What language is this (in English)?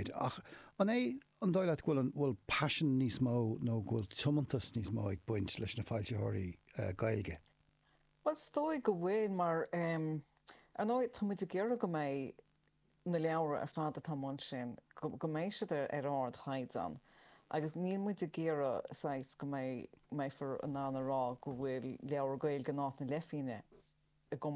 Irish